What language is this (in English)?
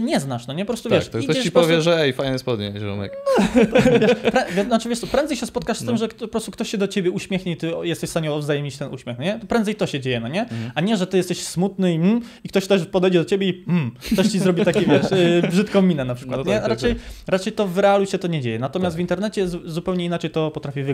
Polish